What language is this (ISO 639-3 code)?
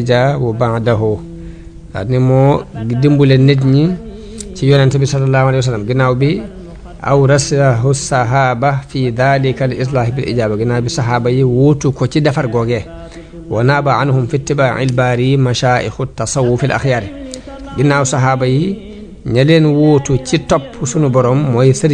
wol